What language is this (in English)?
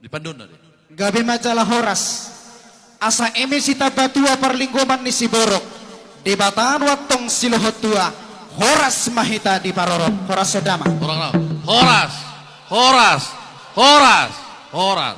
Batak Toba